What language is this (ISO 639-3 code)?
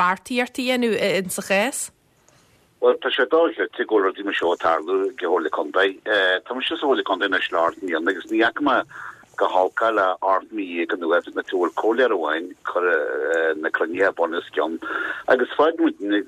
gle